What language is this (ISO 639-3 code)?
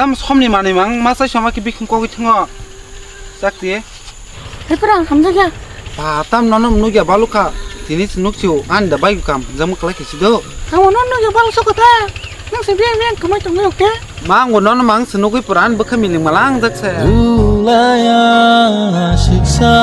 trp